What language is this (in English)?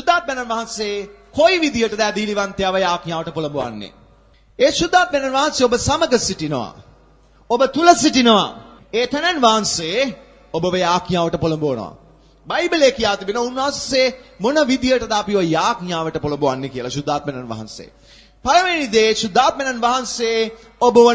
Sinhala